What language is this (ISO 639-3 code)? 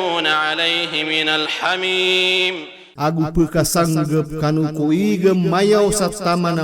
mrw